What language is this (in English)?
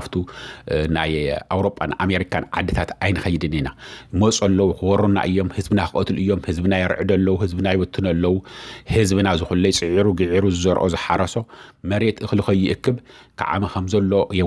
Tigrinya